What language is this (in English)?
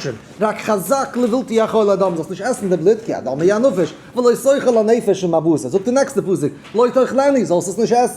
Yiddish